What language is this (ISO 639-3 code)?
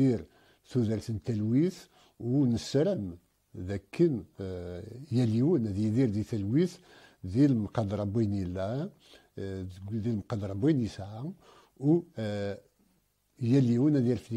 kab